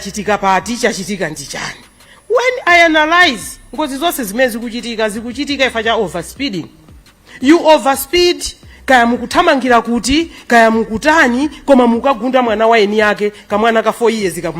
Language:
Nyanja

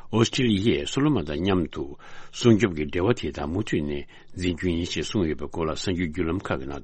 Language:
Tibetan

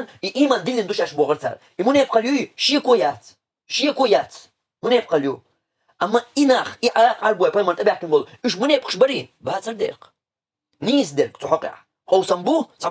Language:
Chechen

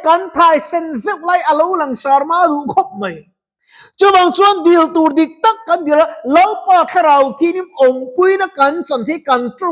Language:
Mizo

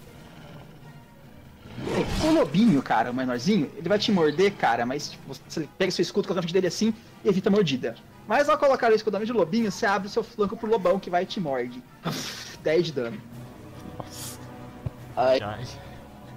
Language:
Portuguese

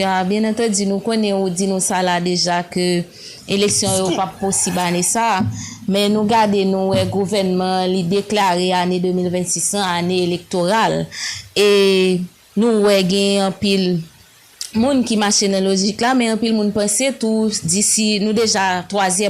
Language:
Haitian Creole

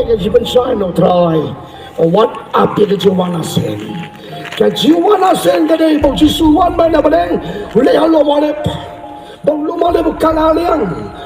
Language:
Khasi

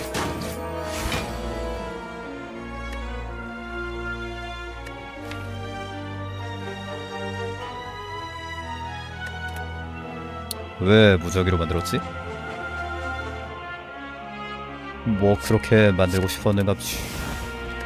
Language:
Korean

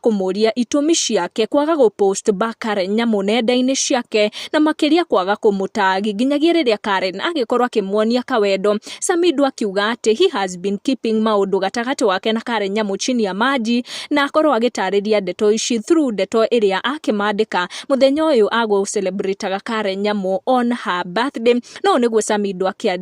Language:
Kikuyu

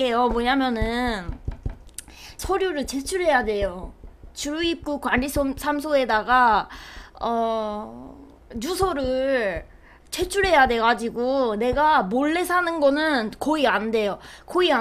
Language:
Korean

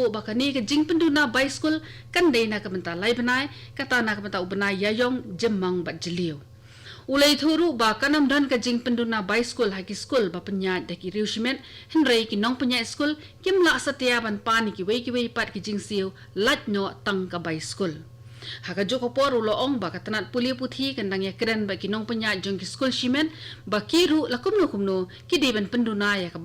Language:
Khasi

